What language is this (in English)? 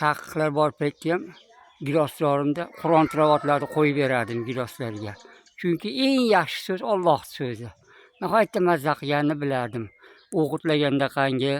Uzbek